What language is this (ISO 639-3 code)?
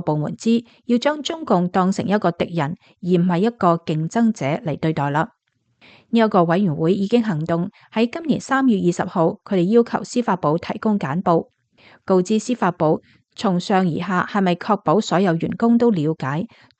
yue